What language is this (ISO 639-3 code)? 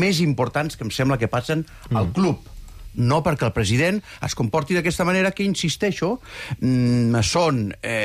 cat